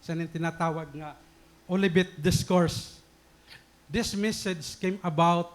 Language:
Waray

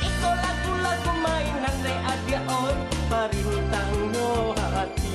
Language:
Minangkabau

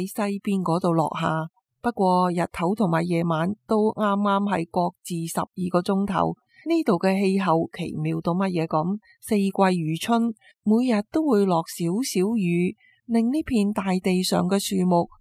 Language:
Cantonese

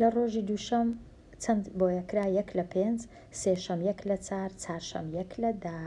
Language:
Central Kurdish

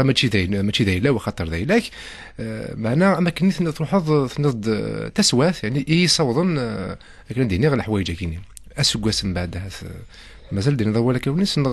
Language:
Kabyle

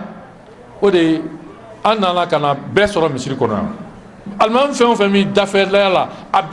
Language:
Bambara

